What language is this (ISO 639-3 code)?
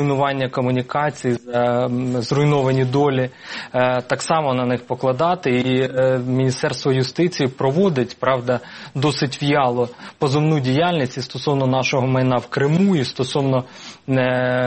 ukr